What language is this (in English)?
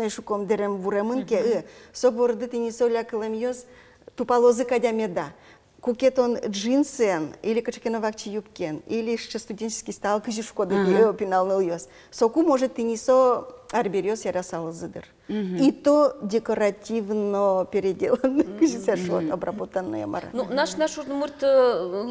Udmurt